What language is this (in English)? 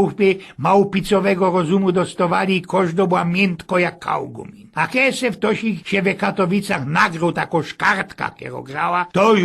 Silesian